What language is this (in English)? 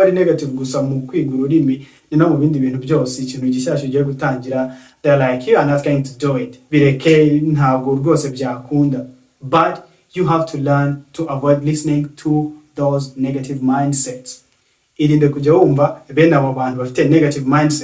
Kinyarwanda